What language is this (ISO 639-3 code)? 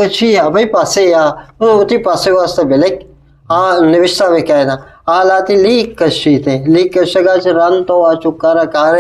bgp